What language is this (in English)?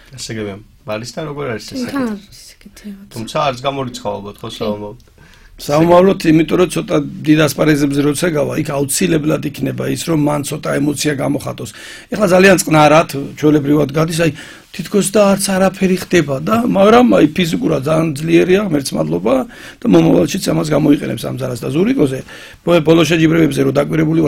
Georgian